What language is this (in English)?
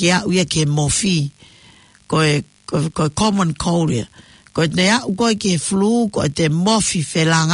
Tongan